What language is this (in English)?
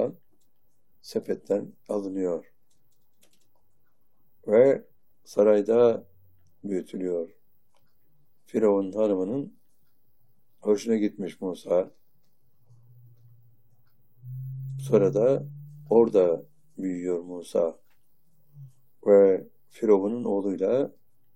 Turkish